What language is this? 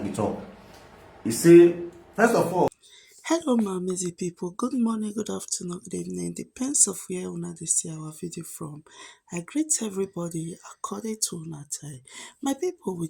Nigerian Pidgin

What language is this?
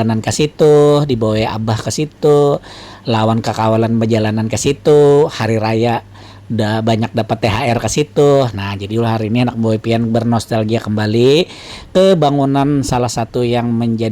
Banjar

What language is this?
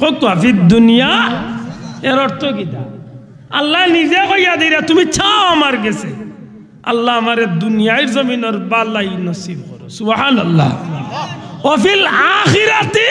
Sylheti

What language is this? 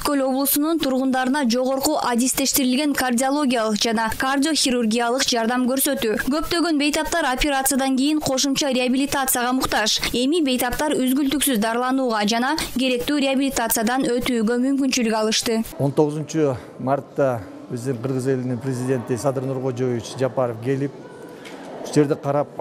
Kyrgyz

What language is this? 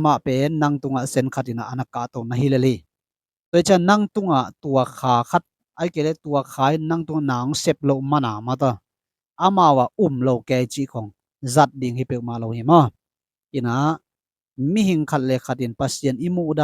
Tedim Chin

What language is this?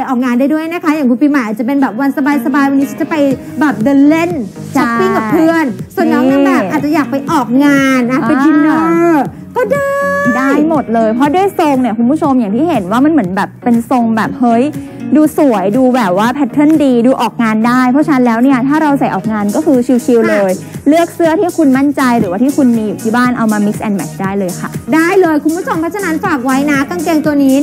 Thai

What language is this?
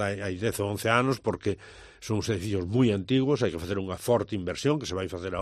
Galician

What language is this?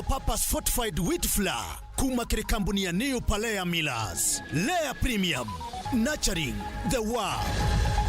Meru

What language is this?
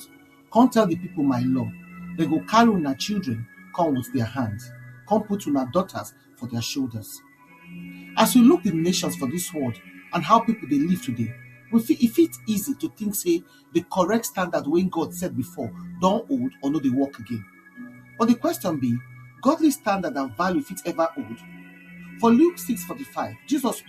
Nigerian Pidgin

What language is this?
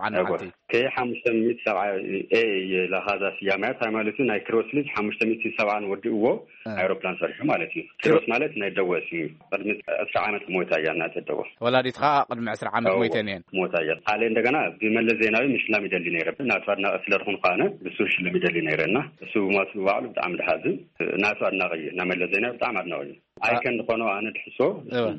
Tigrinya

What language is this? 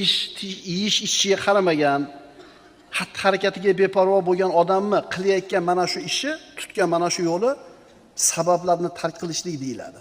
Uzbek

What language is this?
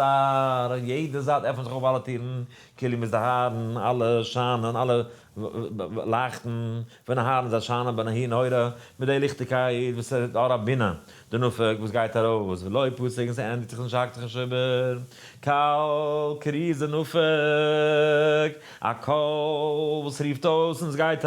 Yiddish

